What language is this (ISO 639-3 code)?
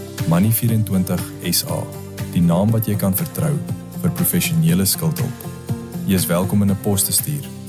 afr